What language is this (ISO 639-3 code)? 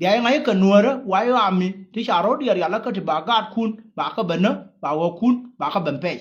nus